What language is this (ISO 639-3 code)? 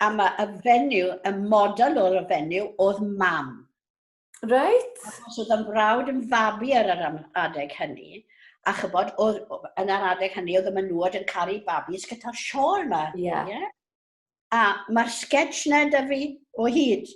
cym